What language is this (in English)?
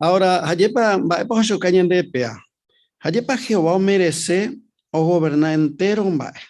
Guarani